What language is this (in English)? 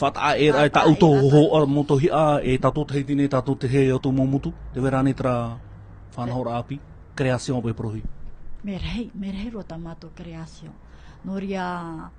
Tahitian